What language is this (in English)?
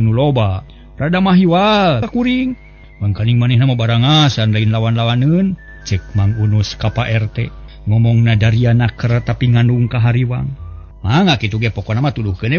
Sundanese